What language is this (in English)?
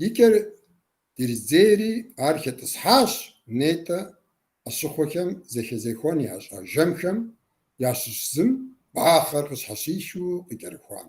Kabardian